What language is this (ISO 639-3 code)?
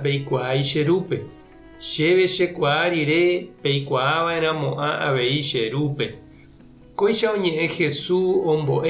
grn